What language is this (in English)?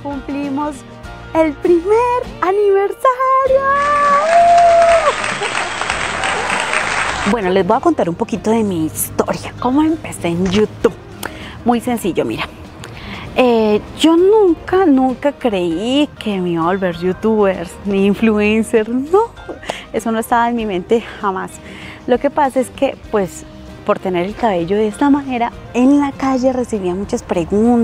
Spanish